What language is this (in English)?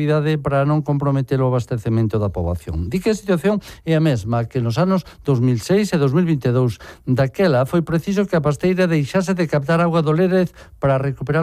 Galician